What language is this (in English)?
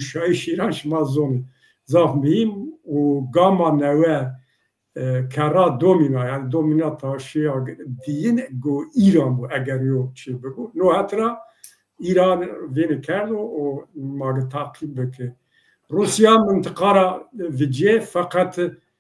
Zaza